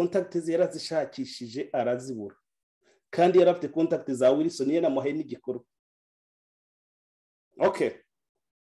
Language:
Kinyarwanda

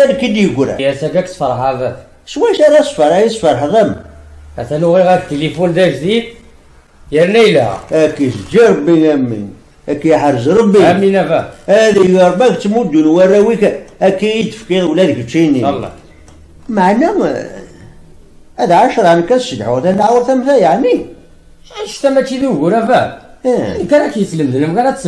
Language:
Kabyle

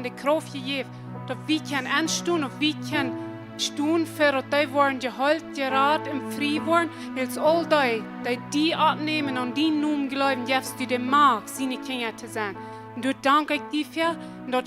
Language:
Plautdietsch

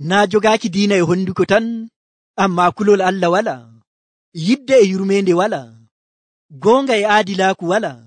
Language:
Nigerian Fulfulde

